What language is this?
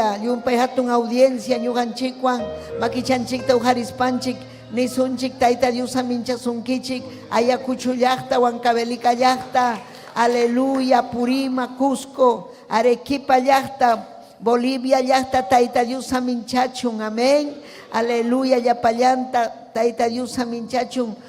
Ayacucho Quechua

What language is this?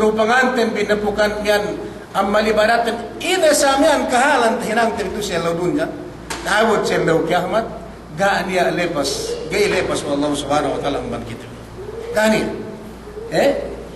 Yakan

